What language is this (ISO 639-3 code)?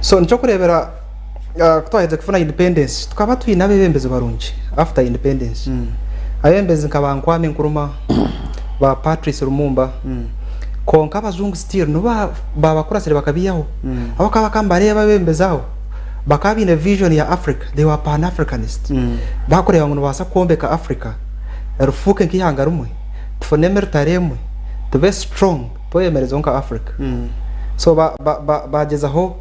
nyn